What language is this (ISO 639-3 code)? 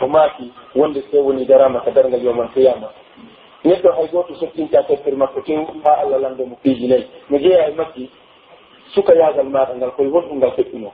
fuf